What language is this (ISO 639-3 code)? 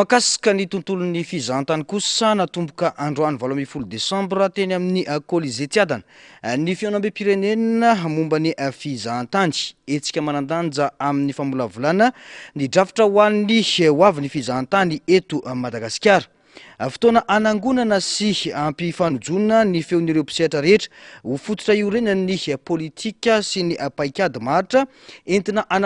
mlg